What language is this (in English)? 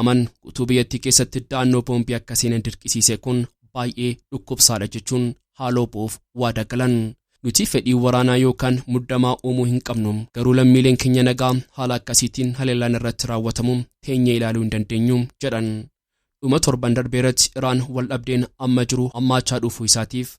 Oromo